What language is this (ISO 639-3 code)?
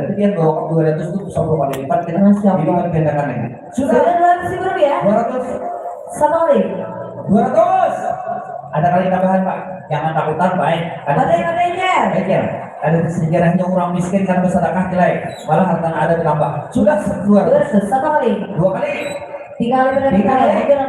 bjn